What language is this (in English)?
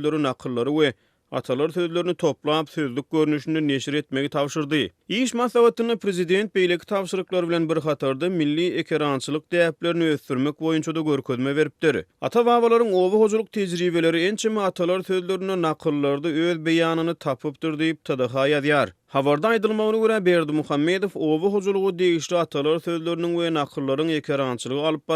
Turkmen